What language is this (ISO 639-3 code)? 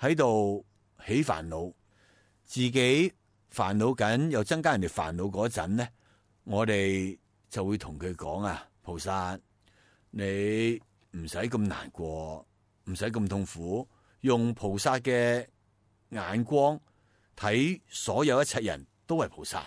yue